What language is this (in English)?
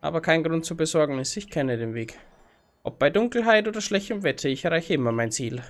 Bavarian